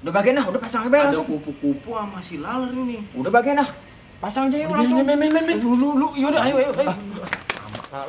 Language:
Betawi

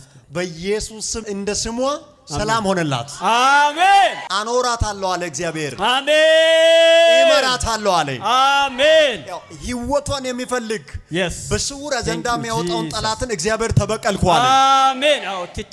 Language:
Amharic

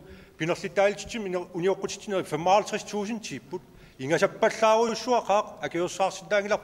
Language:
Kalaallisut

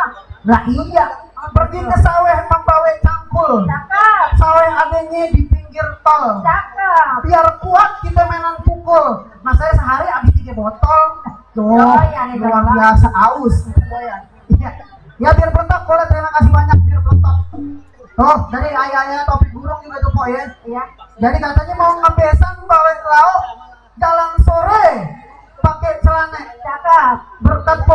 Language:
Betawi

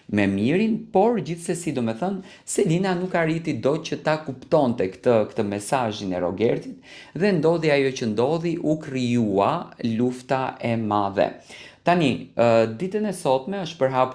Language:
Albanian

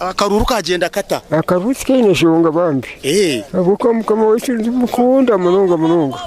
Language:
Nyankole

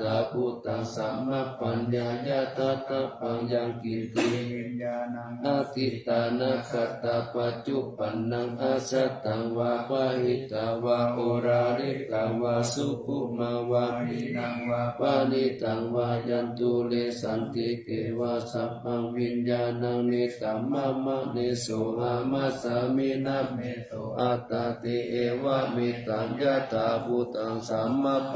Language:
Pali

